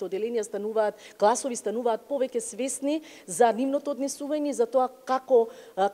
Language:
Macedonian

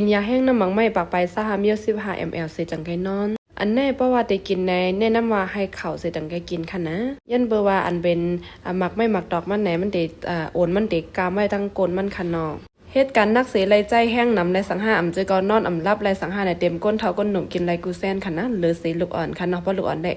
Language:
Shan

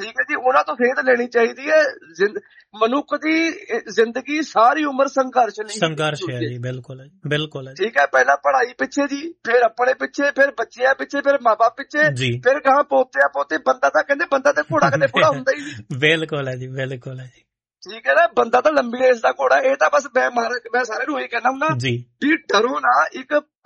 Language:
Punjabi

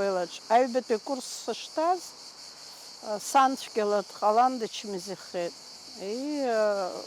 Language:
Abkhazian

